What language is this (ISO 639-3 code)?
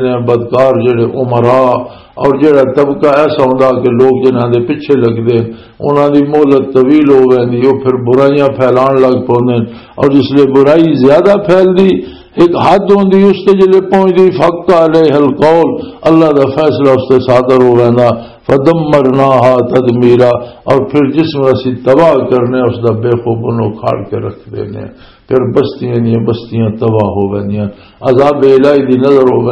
lah